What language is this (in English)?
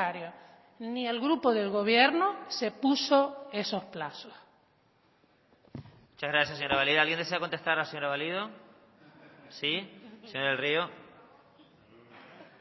Spanish